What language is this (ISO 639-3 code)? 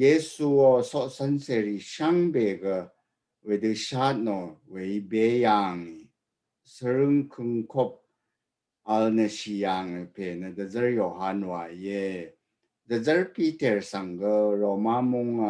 raw